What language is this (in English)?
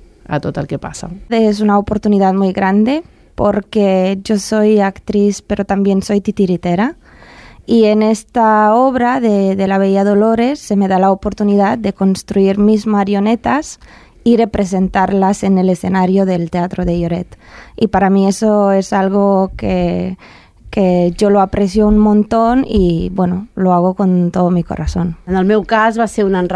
Catalan